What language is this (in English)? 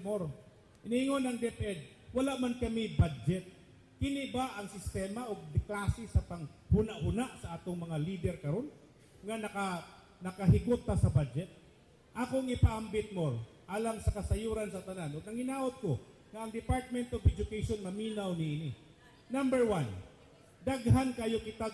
Cebuano